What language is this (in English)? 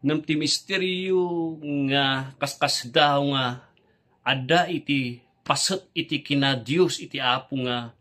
Iloko